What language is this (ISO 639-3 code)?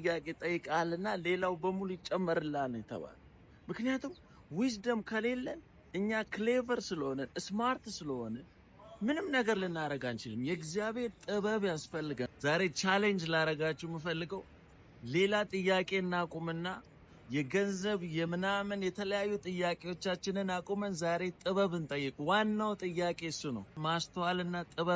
amh